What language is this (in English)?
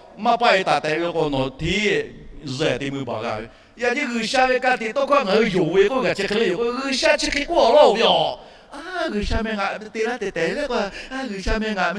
Lahu